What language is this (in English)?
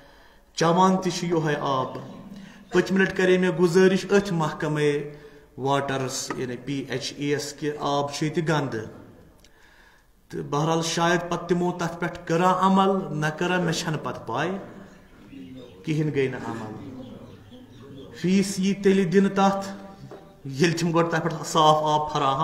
Kashmiri